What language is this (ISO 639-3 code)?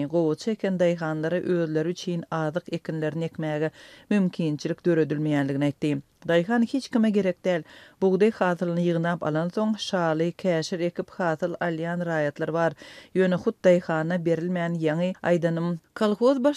tuk